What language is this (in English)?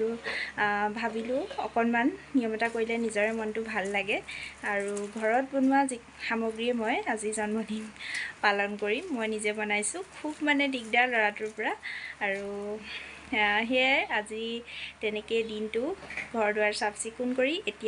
Assamese